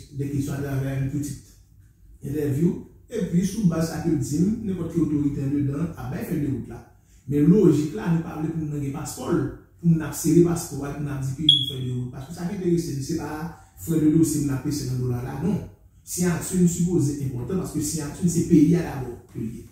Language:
Haitian Creole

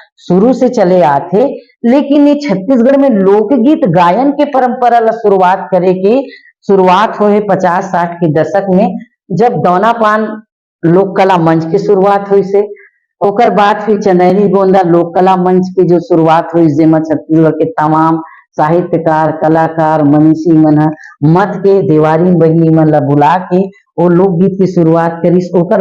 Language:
Chhattisgarhi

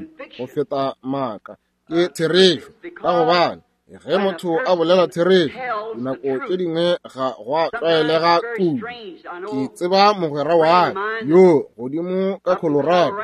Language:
Northern Sotho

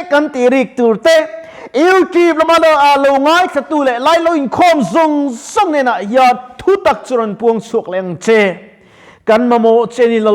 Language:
Mizo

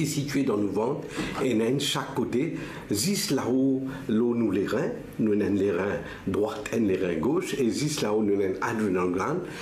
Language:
Morisyen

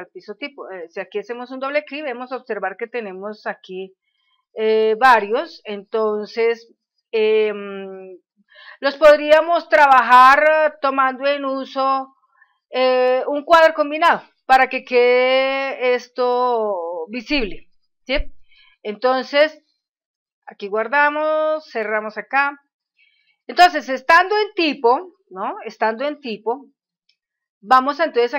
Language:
Spanish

